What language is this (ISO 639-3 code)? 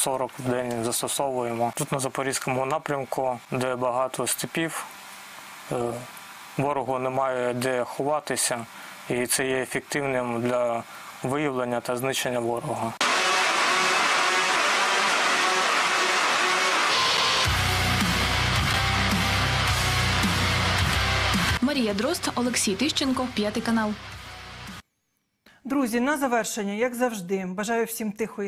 ukr